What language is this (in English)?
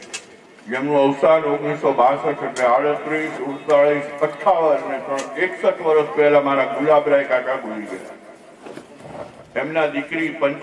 Gujarati